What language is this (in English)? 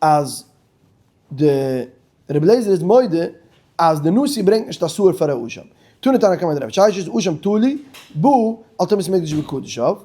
Yiddish